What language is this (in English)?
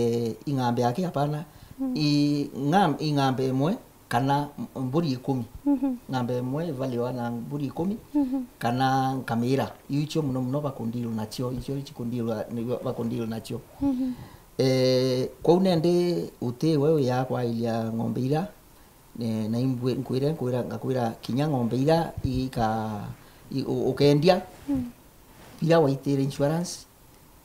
Meru